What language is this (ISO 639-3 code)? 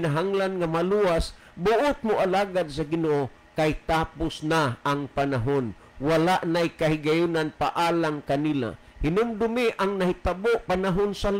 ceb